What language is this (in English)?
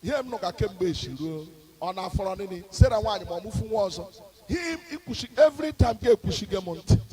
Igbo